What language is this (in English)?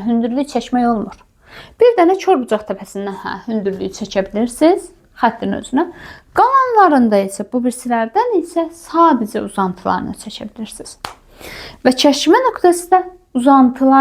Azerbaijani